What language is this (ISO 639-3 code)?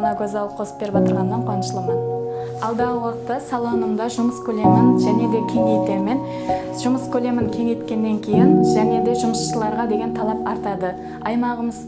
kaa